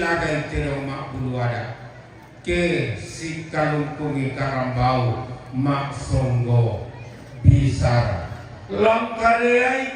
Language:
Toraja-Sa'dan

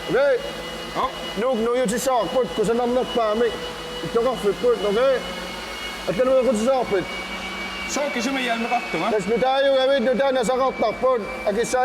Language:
Kalaallisut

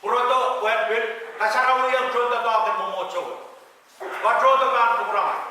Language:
Pohnpeian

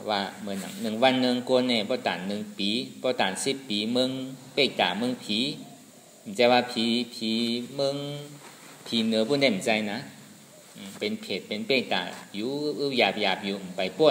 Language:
Shan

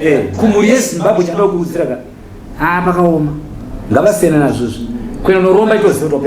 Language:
Shona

